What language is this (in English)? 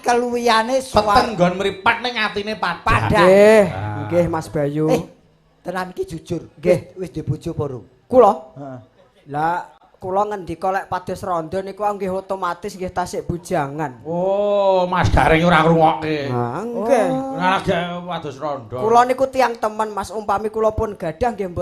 Javanese